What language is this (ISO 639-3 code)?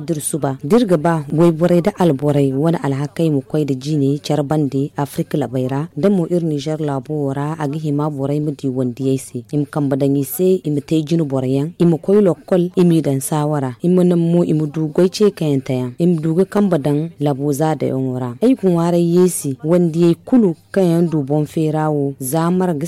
dje